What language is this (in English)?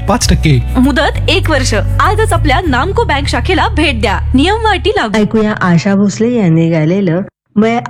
Marathi